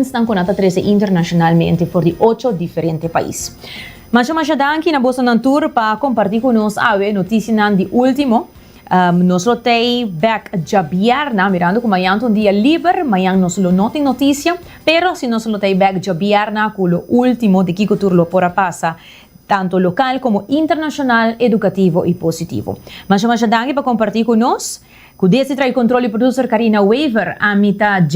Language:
Papiamento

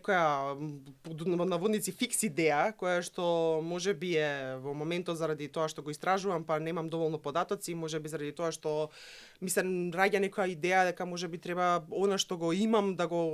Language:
Macedonian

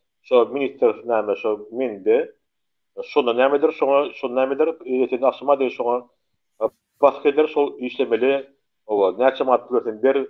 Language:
Turkmen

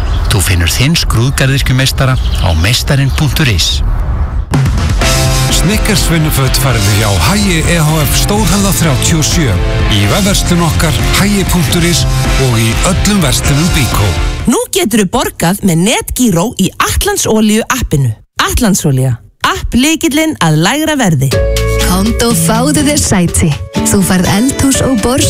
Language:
Icelandic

